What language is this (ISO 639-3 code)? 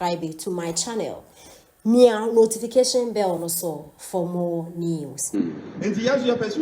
aka